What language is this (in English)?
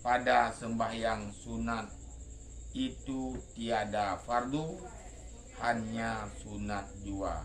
Achinese